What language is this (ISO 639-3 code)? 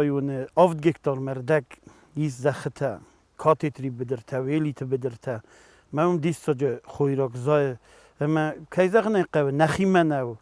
oss